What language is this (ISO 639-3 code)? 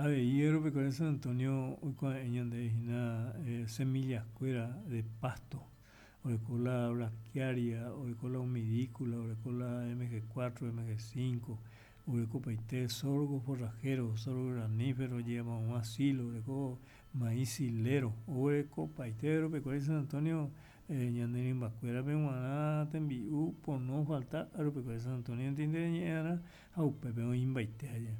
grn